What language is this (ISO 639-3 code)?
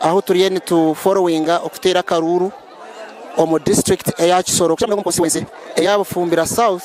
nyn